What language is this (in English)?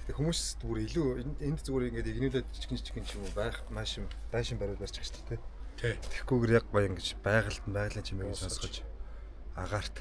Mongolian